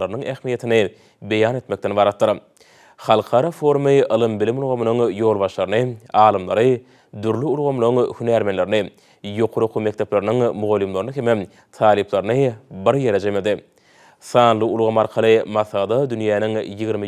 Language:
Turkmen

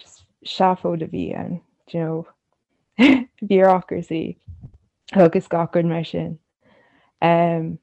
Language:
Irish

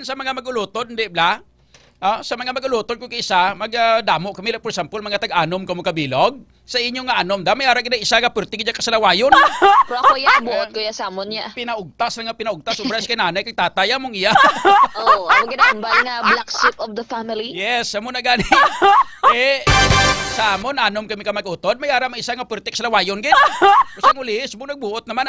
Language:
Hiligaynon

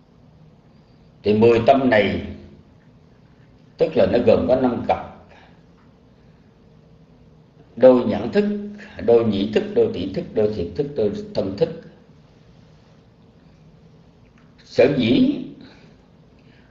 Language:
Vietnamese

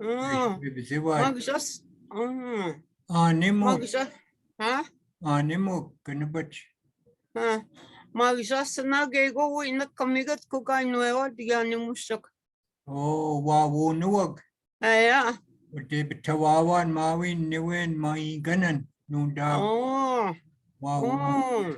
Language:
Chippewa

